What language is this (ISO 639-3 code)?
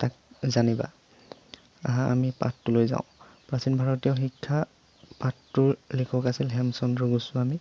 asm